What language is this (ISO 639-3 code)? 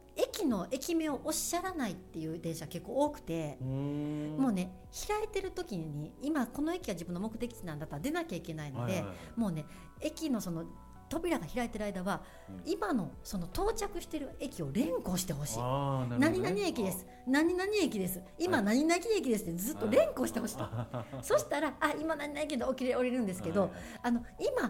jpn